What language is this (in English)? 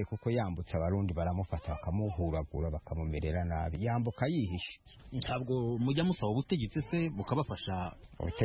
Kinyarwanda